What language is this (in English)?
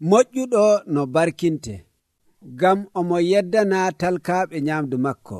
Nigerian Fulfulde